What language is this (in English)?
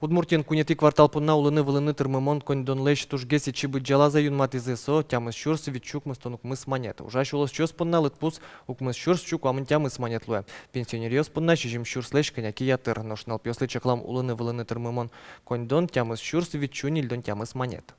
Udmurt